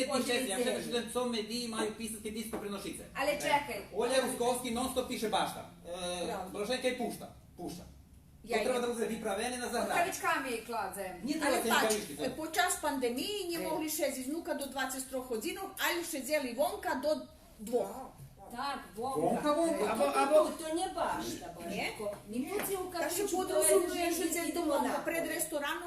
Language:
Rusyn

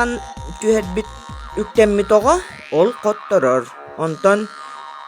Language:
Yakut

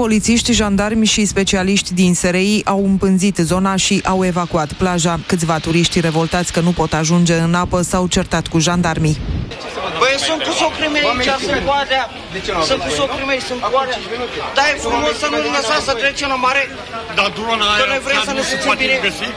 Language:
Romanian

